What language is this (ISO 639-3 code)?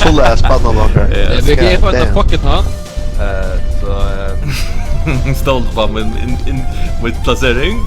fao